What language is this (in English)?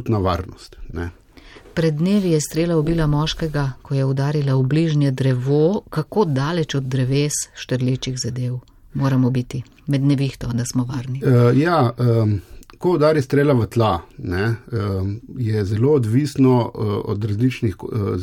Slovenian